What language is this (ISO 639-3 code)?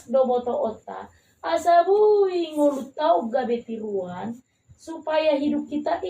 bbc